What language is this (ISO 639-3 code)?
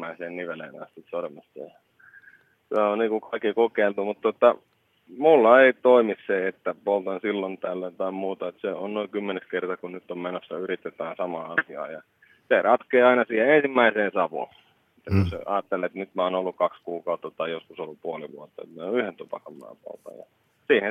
fin